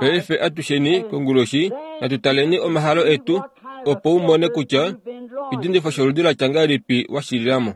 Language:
Kuanyama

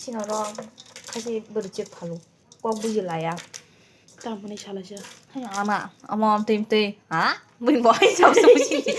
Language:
Kok Borok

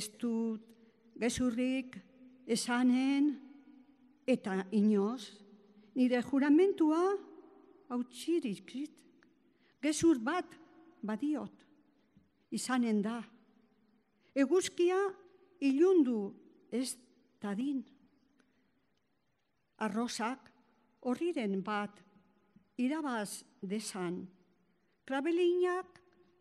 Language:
Basque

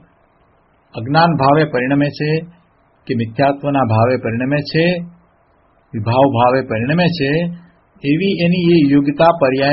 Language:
Gujarati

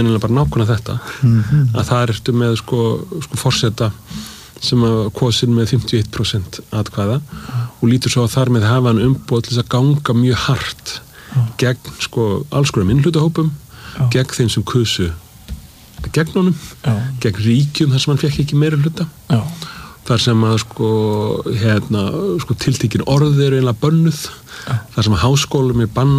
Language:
Icelandic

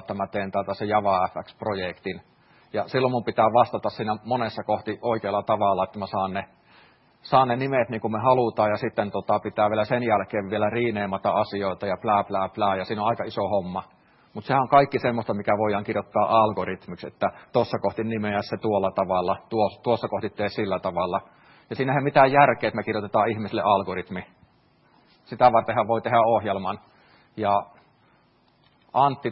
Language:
Finnish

